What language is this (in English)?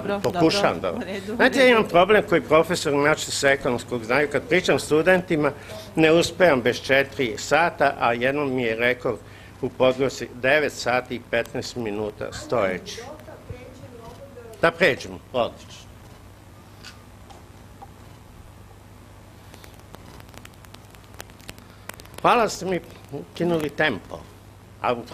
Serbian